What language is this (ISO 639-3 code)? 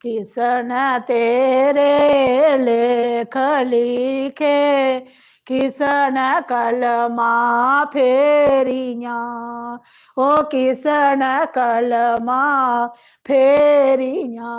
doi